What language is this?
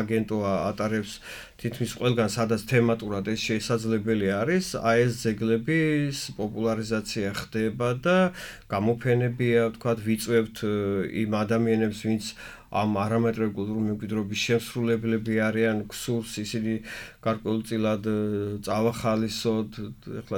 Georgian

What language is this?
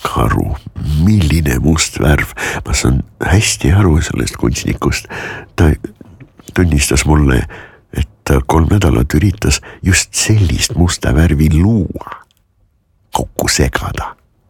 Estonian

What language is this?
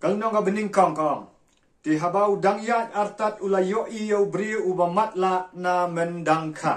Khasi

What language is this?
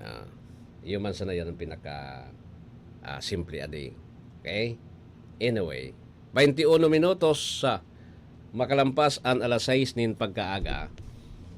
Bikol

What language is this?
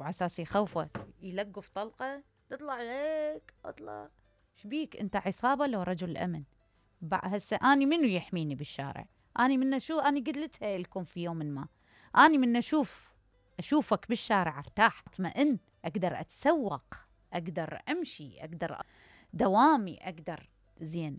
Mesopotamian Arabic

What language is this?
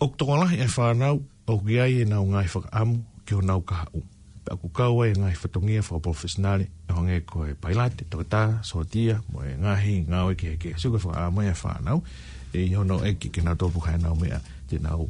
Tongan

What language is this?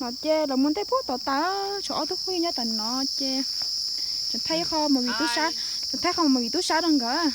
Hmong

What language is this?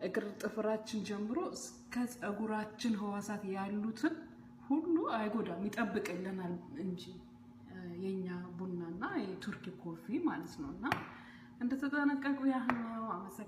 Amharic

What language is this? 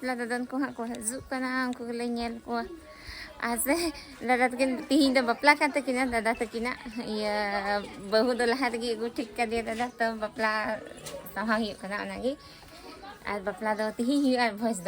Santali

